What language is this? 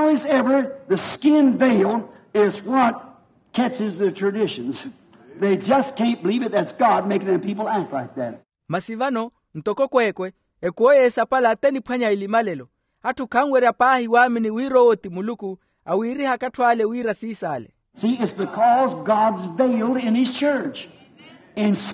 Makhuwa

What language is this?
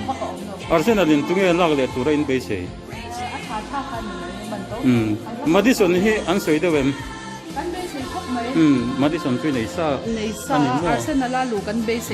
Mizo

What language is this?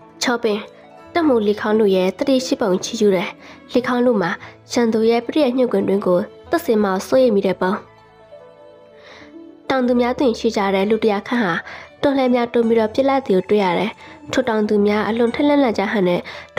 Burmese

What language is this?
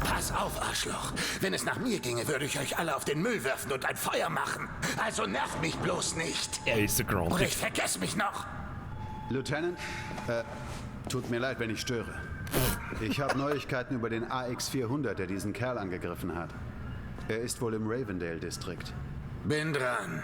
Bavarian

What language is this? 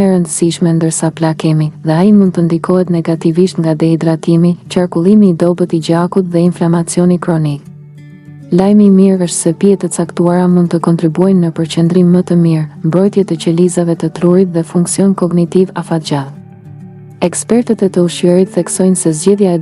Albanian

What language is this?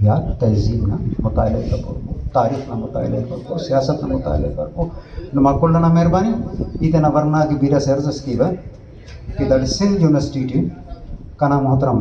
Brahui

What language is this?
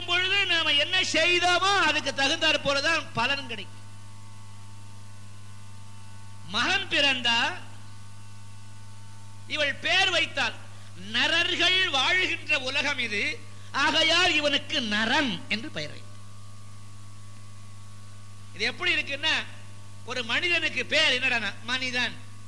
Tamil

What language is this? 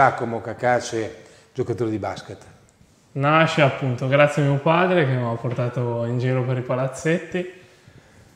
Italian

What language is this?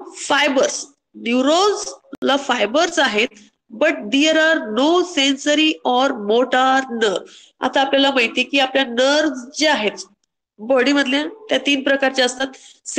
Marathi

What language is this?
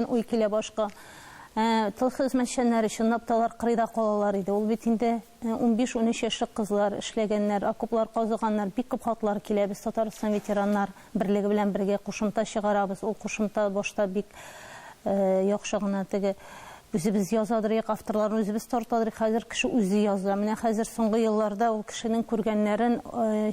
Tatar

